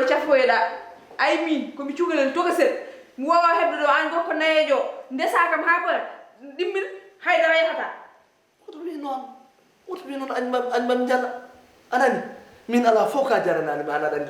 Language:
Fula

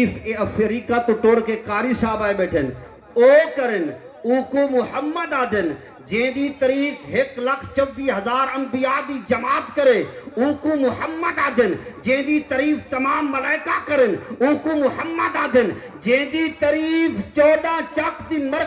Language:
Saraiki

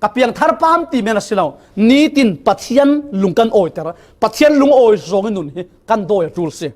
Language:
Falam Chin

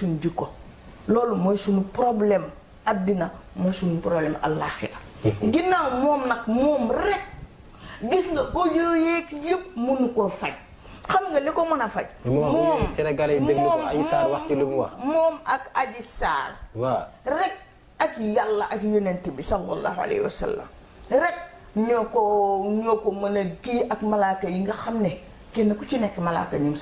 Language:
Wolof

